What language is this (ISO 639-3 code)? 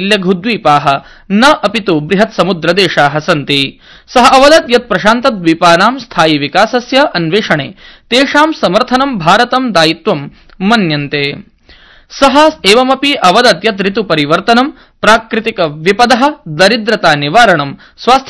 san